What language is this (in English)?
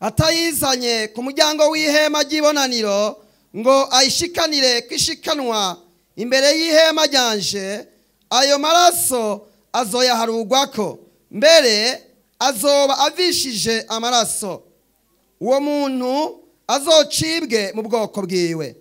Rundi